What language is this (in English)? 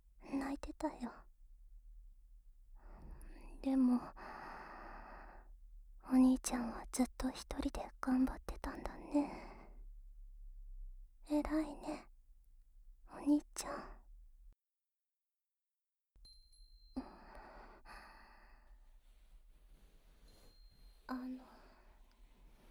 Japanese